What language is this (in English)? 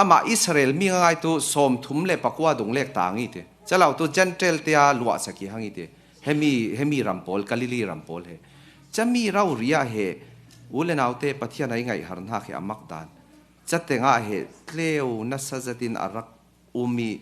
Falam Chin